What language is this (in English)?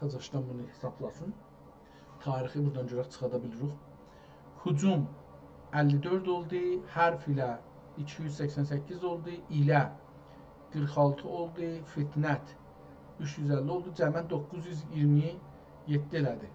South Azerbaijani